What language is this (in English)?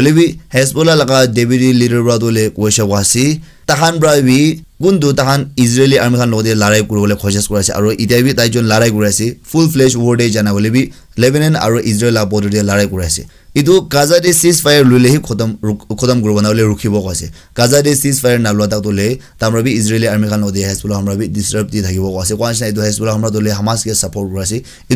Naga Pidgin